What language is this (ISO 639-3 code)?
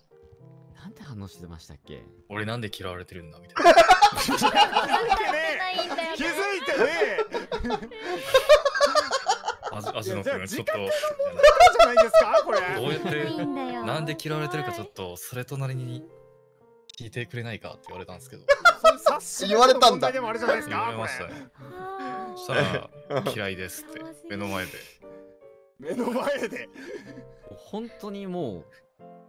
jpn